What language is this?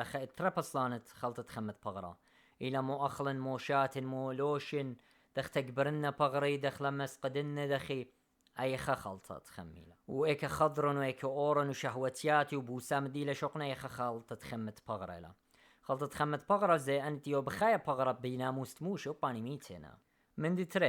Assyrian Neo-Aramaic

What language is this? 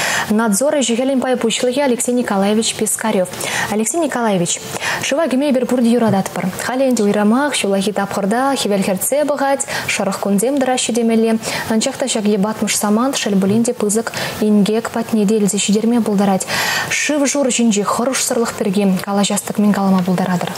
Chuvash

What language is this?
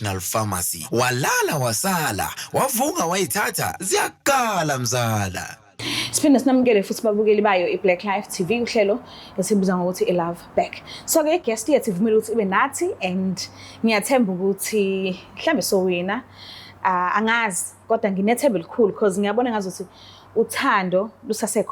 Zulu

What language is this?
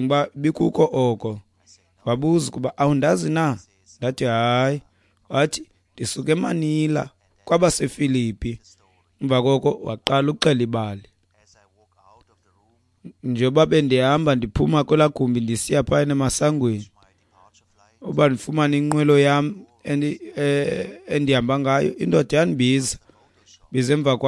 Xhosa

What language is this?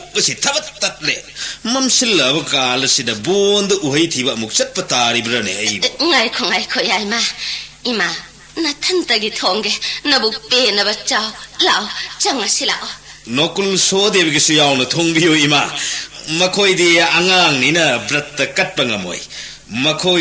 Manipuri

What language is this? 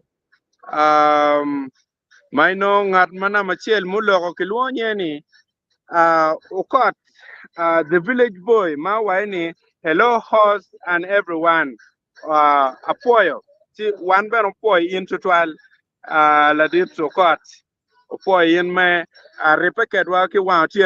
Acoli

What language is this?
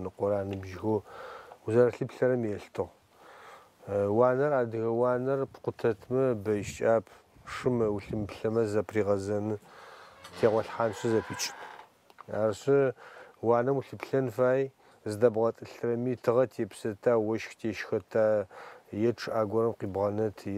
Adyghe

